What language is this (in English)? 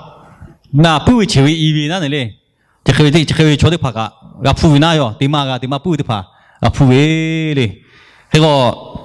Lahu